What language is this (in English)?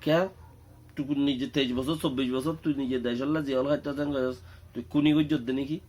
Rohingya